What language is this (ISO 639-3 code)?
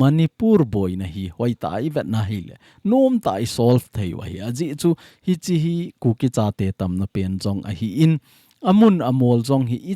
tcz